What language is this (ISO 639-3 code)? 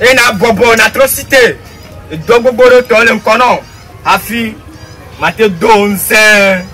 ewe